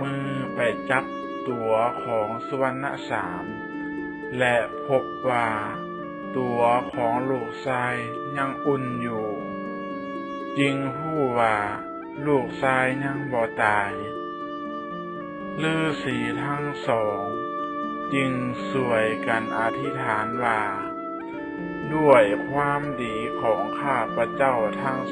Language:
Lao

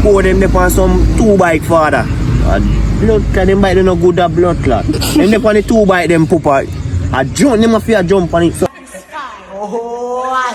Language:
Jamaican Creole English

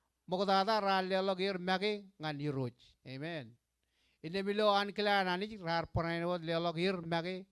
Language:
Marshallese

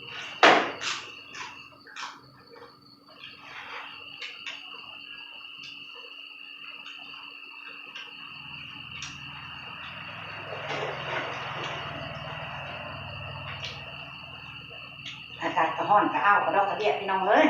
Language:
Northeastern Thai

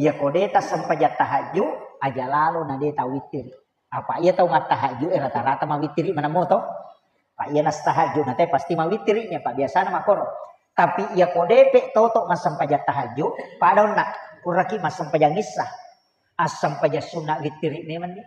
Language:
Buginese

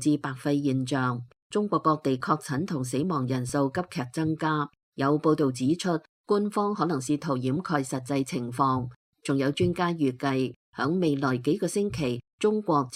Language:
Cantonese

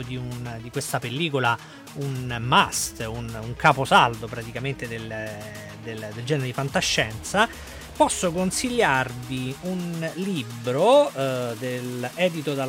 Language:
Italian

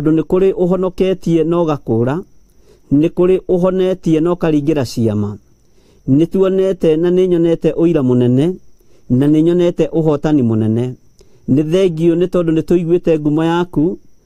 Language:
Kikuyu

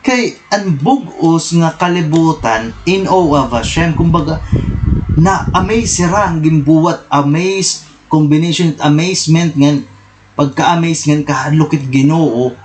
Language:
Waray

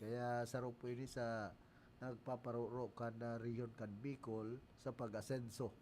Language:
Bikol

